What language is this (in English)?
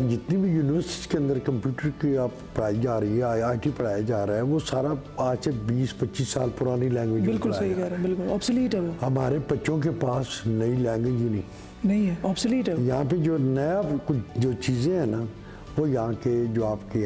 Hindi